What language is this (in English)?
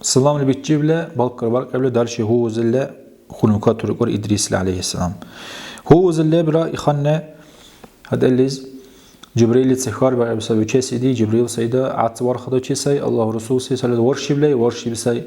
Dargwa